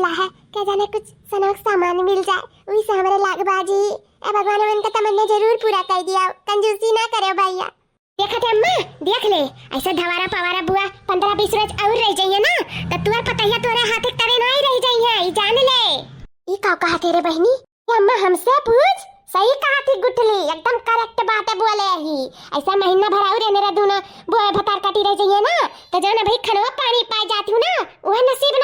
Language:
Awadhi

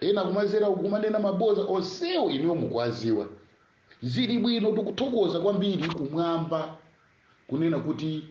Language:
Nyanja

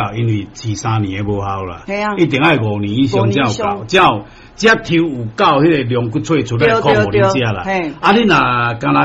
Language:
Min Nan Chinese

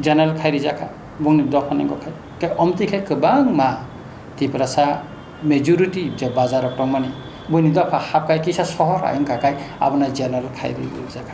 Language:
Kok Borok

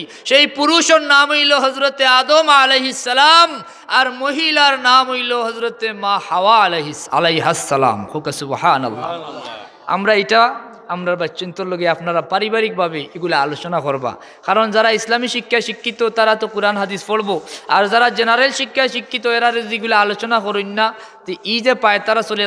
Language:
Sylheti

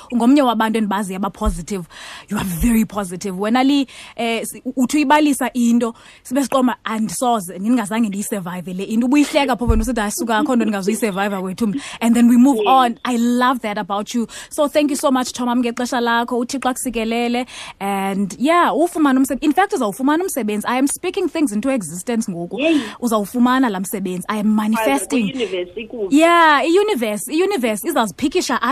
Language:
Xhosa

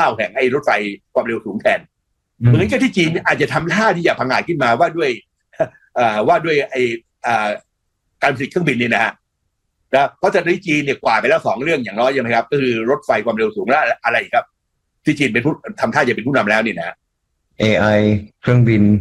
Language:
Thai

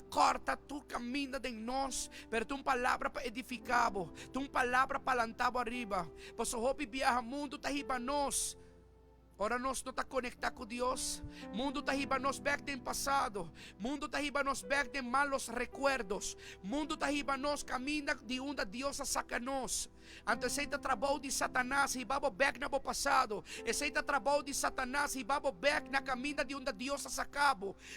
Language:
Papiamento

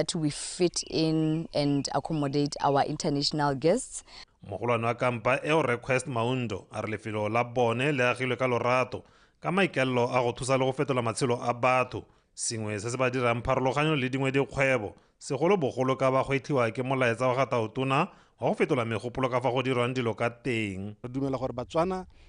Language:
Tswana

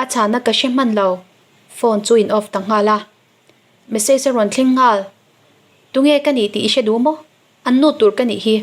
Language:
Mizo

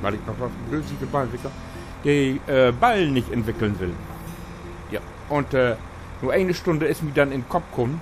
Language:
Low German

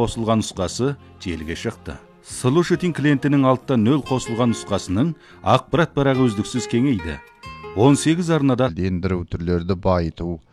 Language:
Kazakh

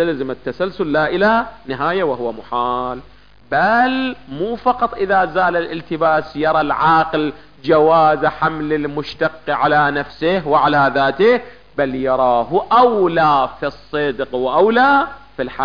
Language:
Arabic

